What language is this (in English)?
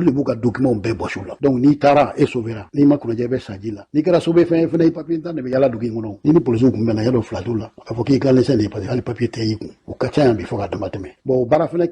Bambara